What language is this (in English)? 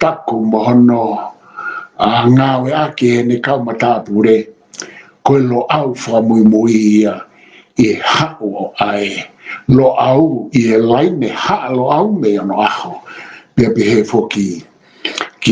Tongan